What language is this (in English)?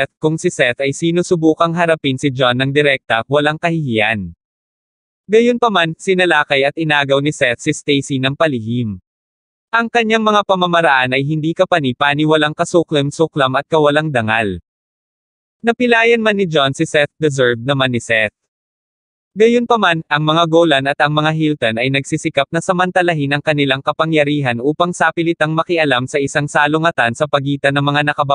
Filipino